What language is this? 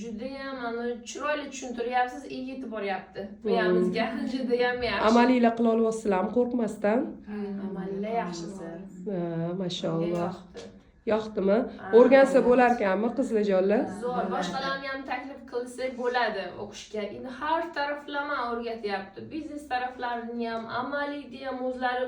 Uzbek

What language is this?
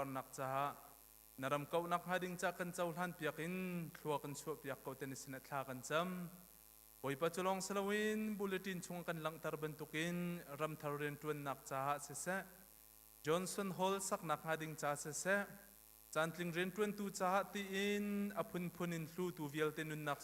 Hakha Chin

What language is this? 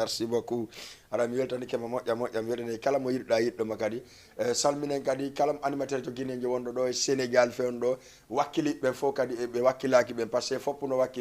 Fula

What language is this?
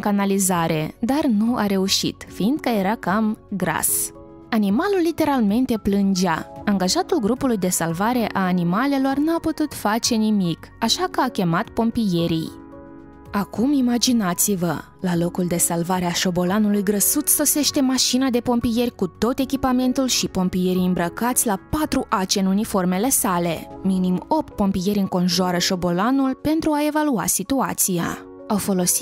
Romanian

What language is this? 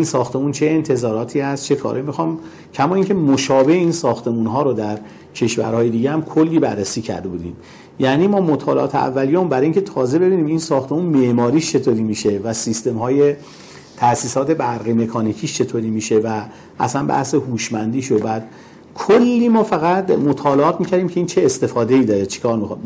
Persian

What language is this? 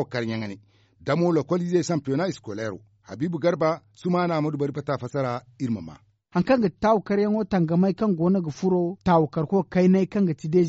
Zarma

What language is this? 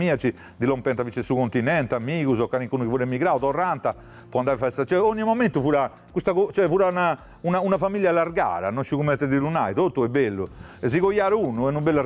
Sardinian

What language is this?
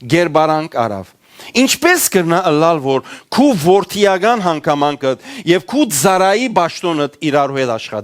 Western Armenian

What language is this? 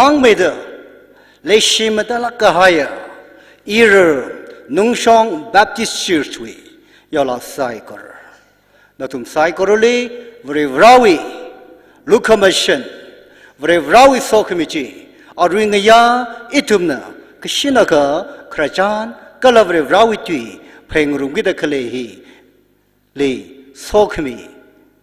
Tangkhul Naga (India)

